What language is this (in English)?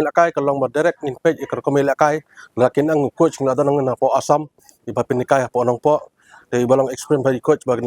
Khasi